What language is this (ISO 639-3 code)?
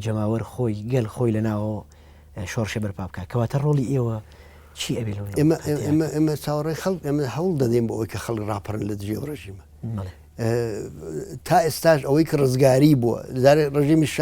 ckb